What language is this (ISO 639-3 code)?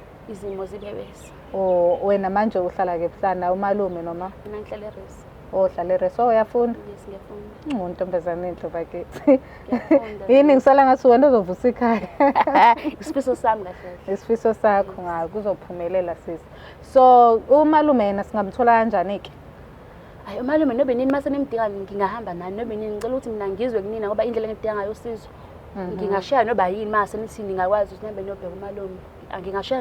zul